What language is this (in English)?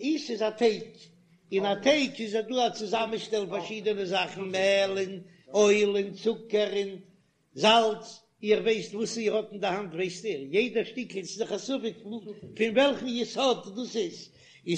Yiddish